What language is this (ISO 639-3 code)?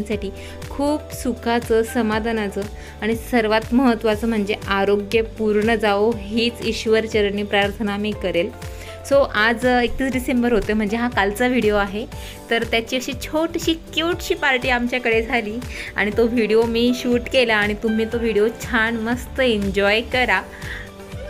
mar